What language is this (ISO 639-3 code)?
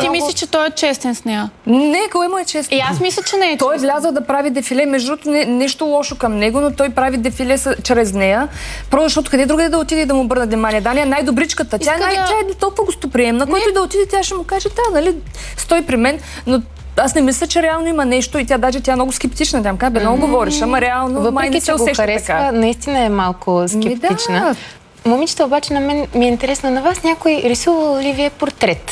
bul